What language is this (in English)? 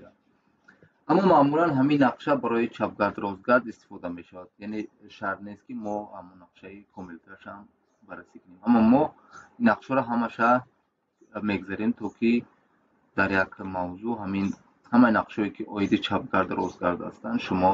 Tajik